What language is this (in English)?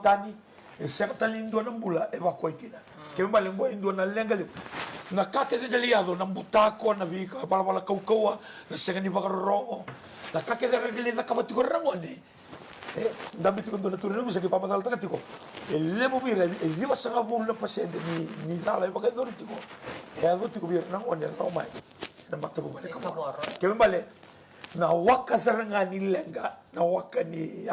Fijian